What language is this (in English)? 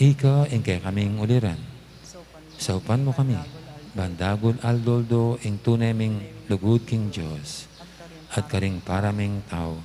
Pampanga